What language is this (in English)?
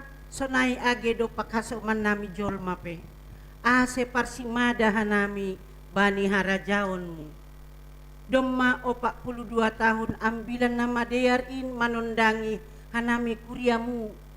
Batak Simalungun